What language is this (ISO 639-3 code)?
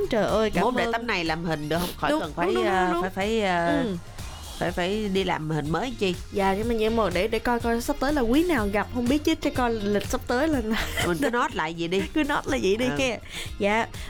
vie